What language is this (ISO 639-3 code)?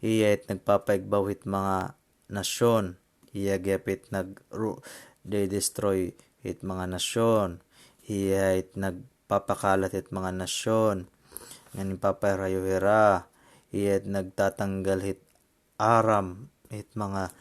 war